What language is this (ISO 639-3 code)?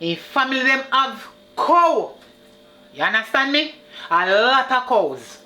jam